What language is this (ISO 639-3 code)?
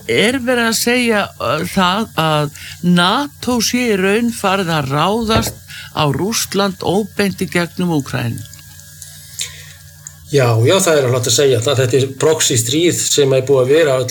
isl